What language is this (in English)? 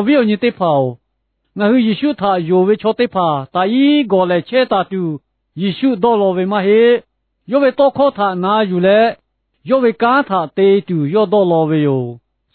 Lahu